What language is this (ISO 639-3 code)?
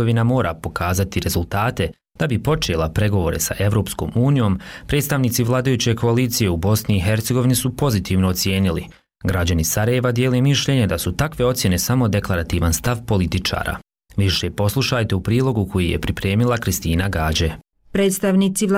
bos